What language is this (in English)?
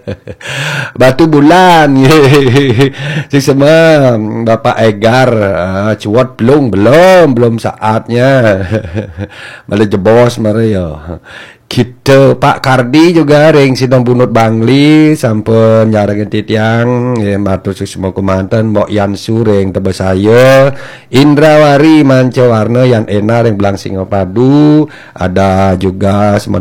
Balinese